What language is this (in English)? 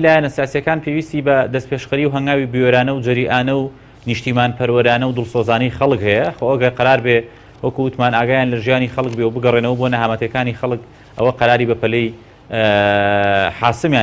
Central Kurdish